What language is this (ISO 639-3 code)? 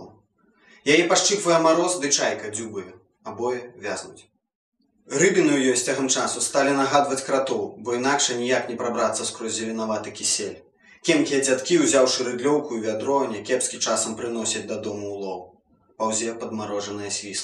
bel